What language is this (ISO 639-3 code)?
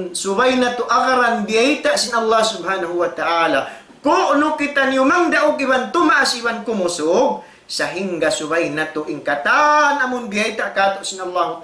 tsg